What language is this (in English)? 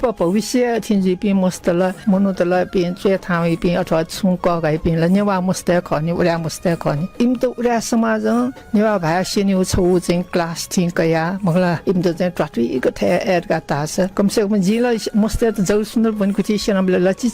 Newari